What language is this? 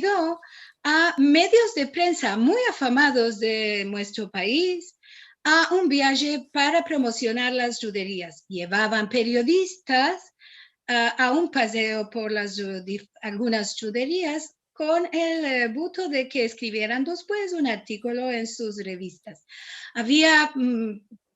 Ladino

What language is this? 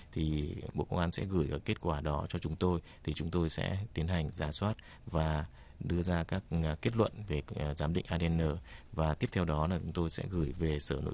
Vietnamese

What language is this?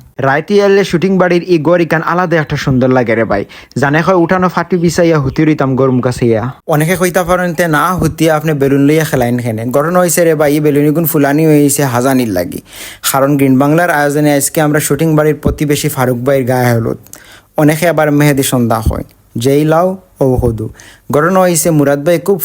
Sylheti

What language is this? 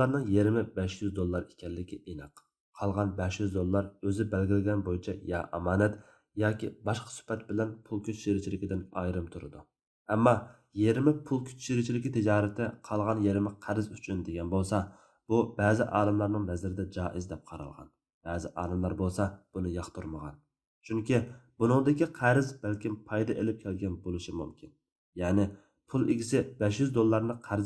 Uyghur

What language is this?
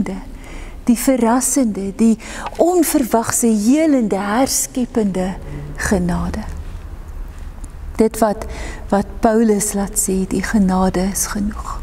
Afrikaans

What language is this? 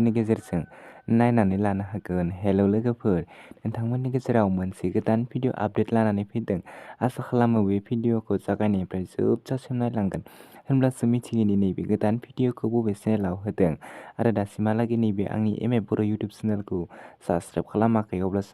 Bodo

